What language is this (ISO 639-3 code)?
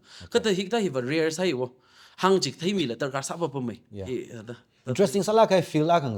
nmf